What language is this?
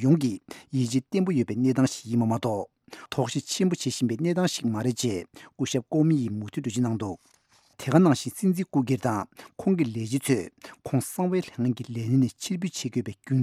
Tibetan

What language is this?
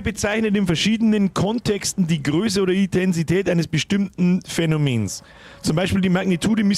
Bavarian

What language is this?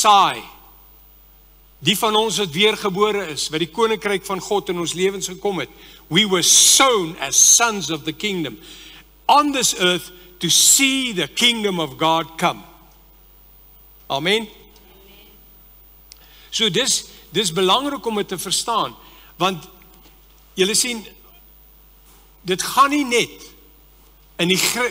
Afrikaans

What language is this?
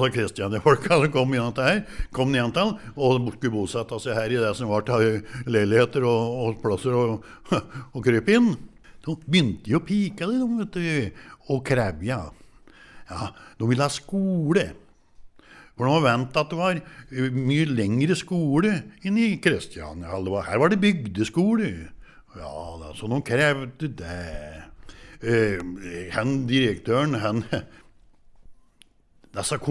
Norwegian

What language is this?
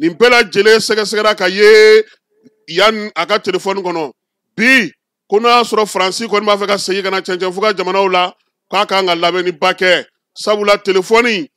Bambara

